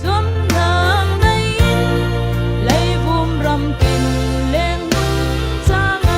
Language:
Falam Chin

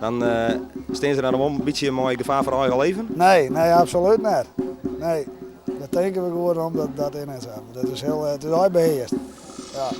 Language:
Western Frisian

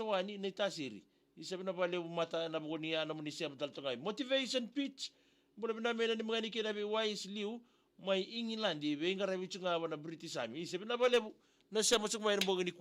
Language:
Fijian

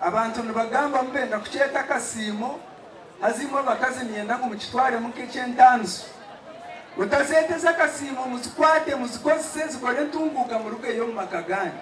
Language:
Nyankole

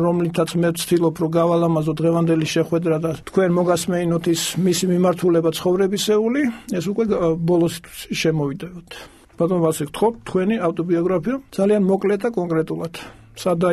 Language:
Georgian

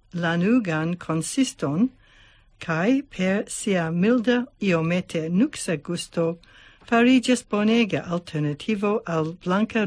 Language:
Esperanto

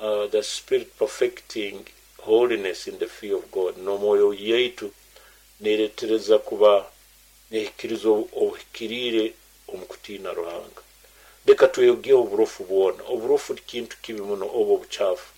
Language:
Nyoro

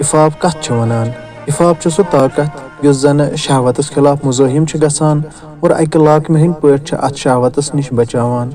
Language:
Kashmiri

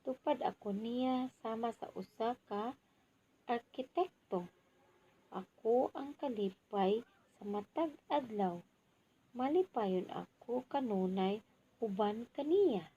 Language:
Cebuano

